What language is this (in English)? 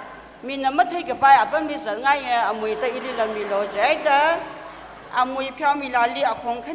Tangkhul Naga (India)